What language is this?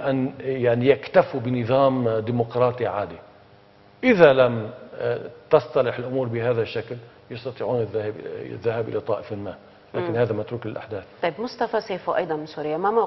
Arabic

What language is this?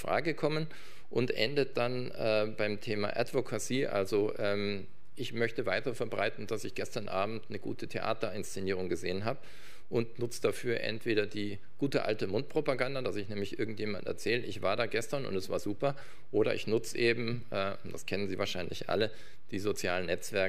German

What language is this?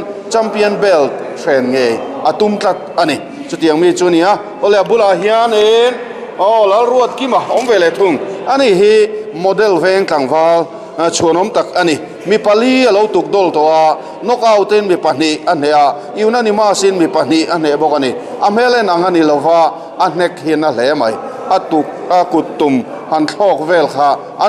Mizo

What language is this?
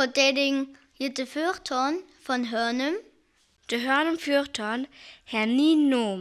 Northern Frisian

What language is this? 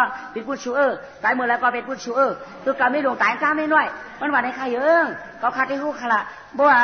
Shan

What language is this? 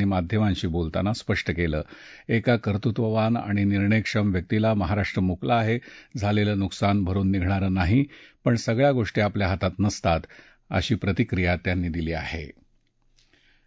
Marathi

